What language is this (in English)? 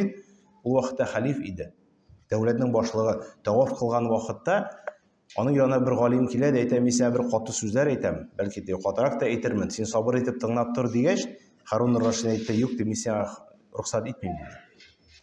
Tatar